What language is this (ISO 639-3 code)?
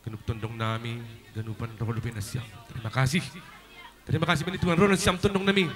bts